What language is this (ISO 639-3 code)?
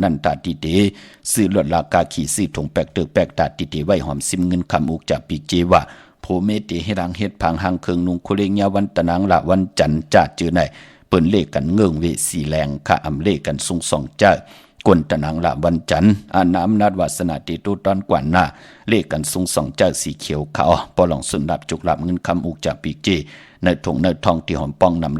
shn